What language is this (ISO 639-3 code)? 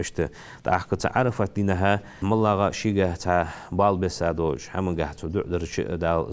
inh